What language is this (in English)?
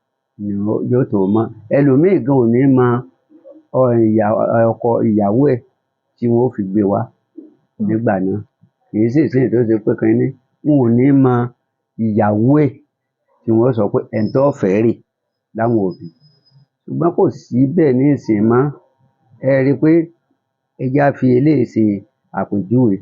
Yoruba